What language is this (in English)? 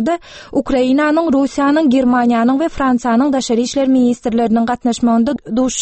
Turkmen